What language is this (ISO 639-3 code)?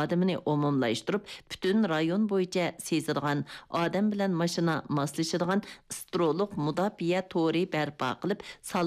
uig